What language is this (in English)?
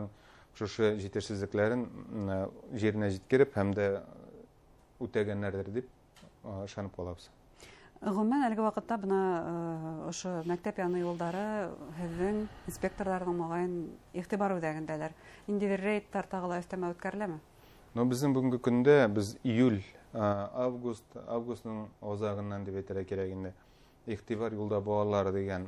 Bashkir